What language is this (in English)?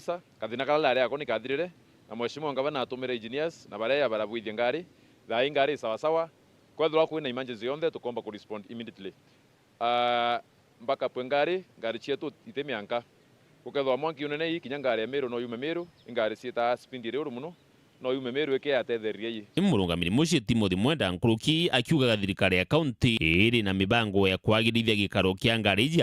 Meru